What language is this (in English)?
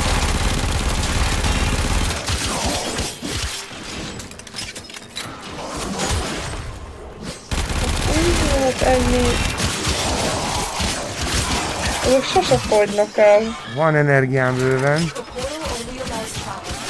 Hungarian